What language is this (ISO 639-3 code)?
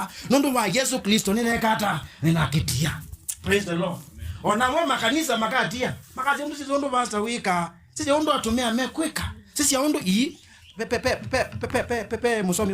kam